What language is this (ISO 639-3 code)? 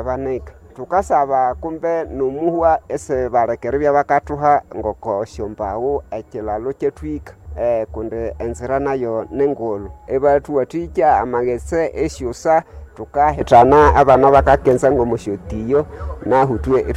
nnb